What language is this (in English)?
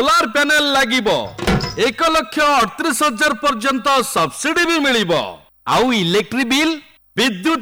Odia